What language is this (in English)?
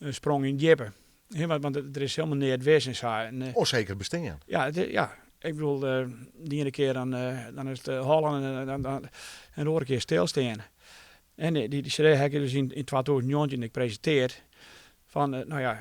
Western Frisian